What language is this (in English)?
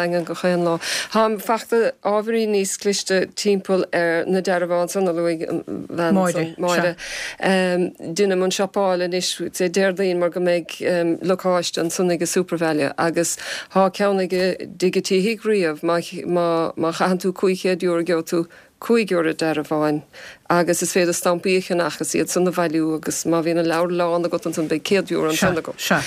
Irish